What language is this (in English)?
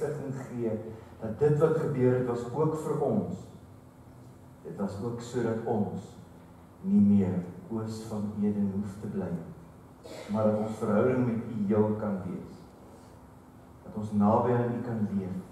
Afrikaans